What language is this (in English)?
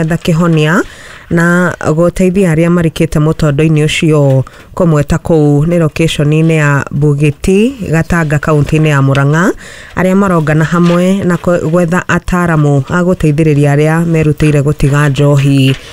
Kikuyu